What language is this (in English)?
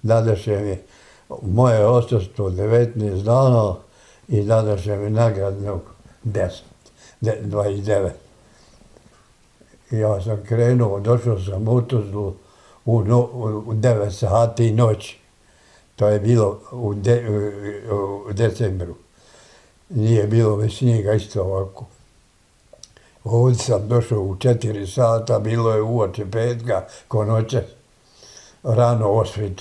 Bosnian